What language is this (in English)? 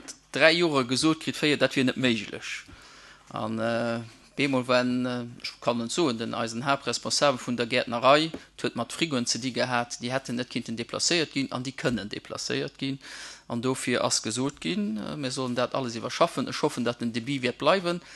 Luxembourgish